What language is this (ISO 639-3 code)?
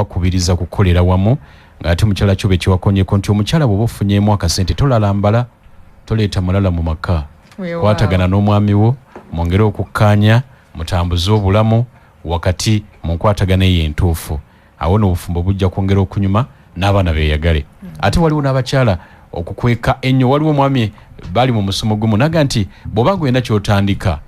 lug